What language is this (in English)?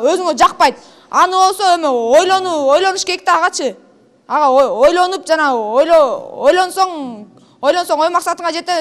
Kyrgyz